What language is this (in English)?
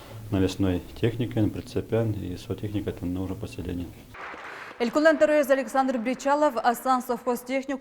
Udmurt